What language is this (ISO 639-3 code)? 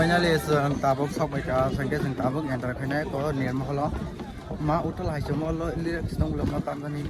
trp